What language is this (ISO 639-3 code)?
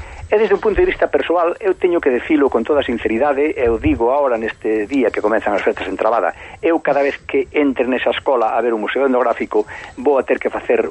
glg